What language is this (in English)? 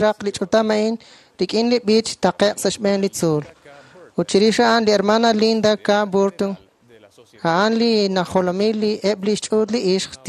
Kekchí